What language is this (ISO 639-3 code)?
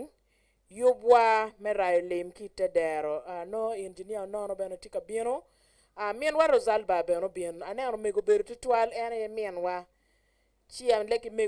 ach